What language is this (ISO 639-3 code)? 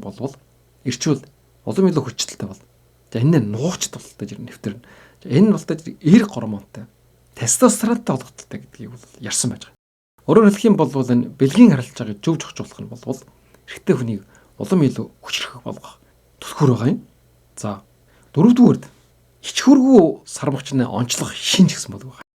mon